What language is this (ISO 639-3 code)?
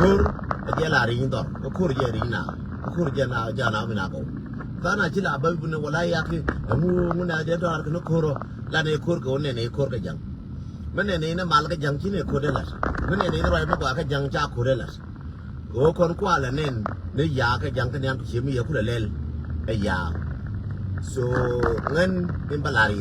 nus